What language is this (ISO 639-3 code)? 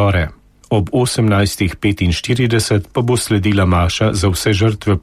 slv